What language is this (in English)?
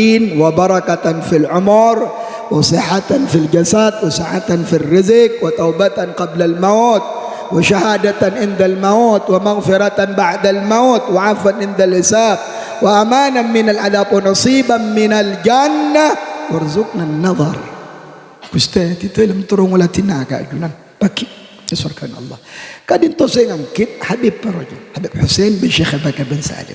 Madurese